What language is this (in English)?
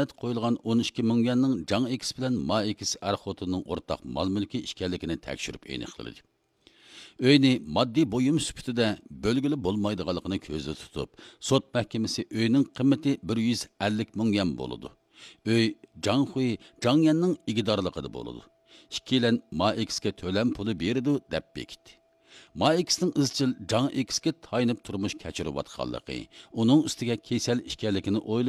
Uyghur